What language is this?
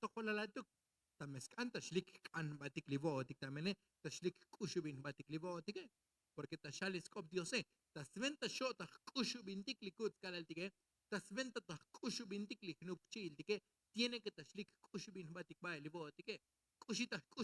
Tzotzil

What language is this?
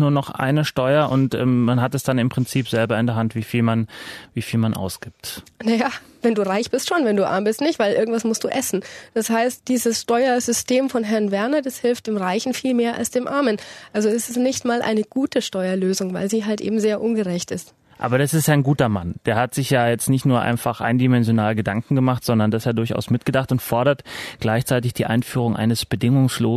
German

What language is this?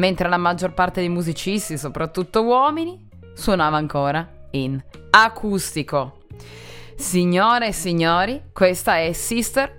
Italian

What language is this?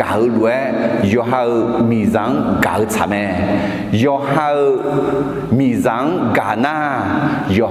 Akha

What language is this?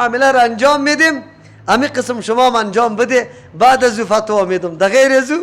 Persian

